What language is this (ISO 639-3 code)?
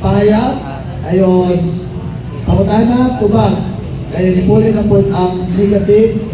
ceb